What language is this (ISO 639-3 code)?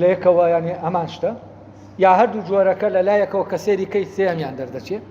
ckb